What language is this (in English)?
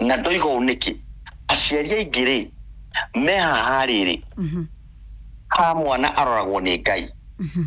Kikuyu